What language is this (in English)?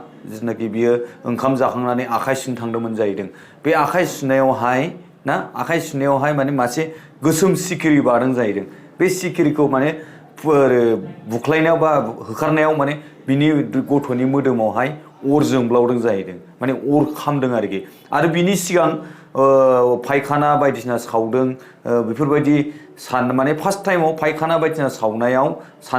Bodo